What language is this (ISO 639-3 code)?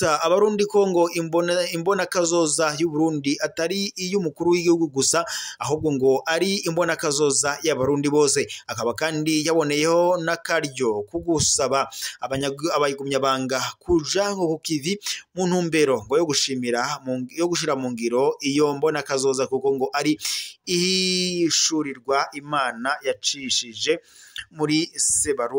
run